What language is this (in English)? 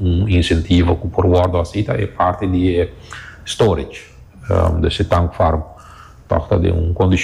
Papiamento